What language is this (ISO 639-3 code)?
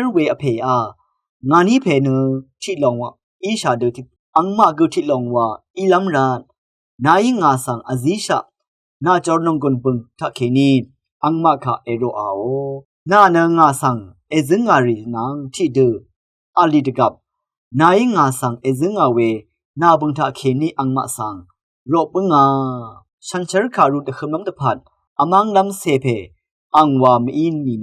raw